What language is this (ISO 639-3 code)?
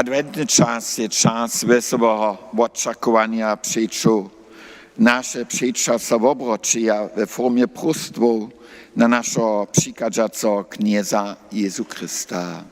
hsb